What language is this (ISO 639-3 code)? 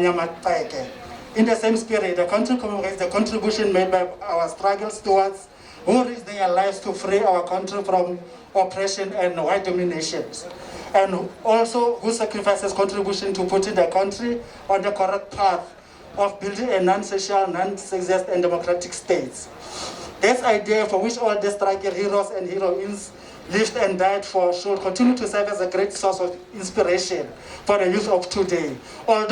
tsn